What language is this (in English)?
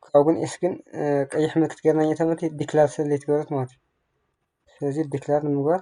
Tigrinya